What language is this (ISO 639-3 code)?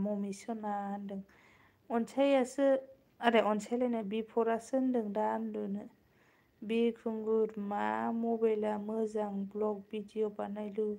brx